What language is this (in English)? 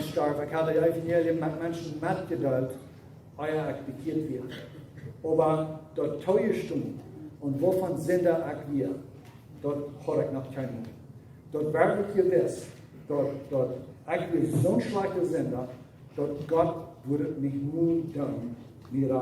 Plautdietsch